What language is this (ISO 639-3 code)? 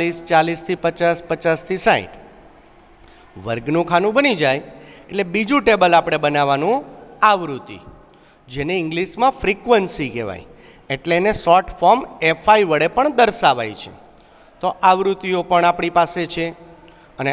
guj